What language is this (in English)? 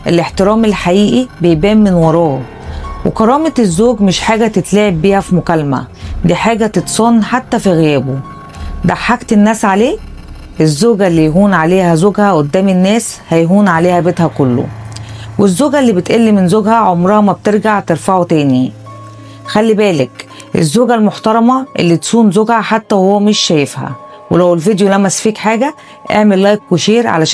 Egyptian Arabic